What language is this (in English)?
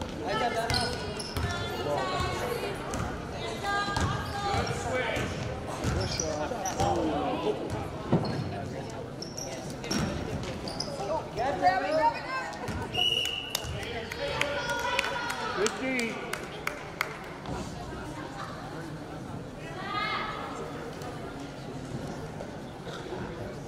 English